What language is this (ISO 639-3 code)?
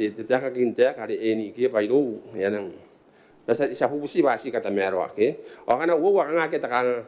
gil